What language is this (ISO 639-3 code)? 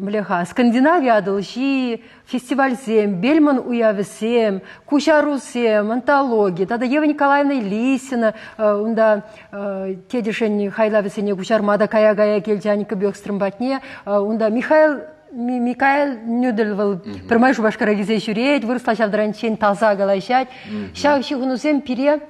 chv